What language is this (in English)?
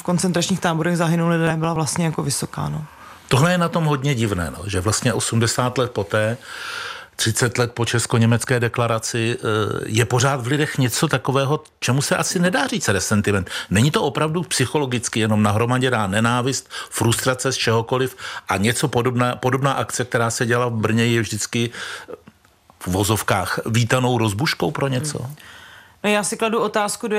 Czech